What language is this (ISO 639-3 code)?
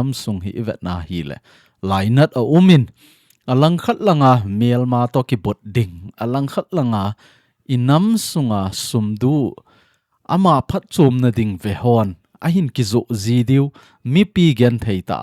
tcz